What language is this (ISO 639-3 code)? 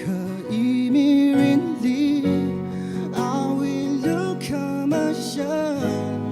nmf